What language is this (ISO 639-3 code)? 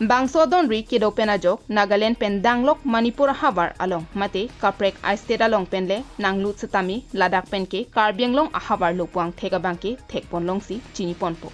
mjw